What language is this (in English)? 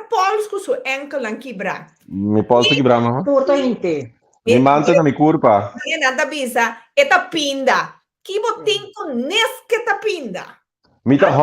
Papiamento